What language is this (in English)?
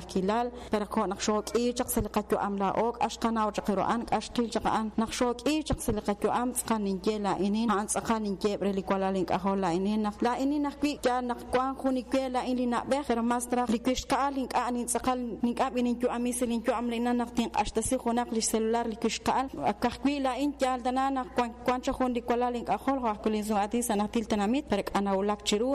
Kekchí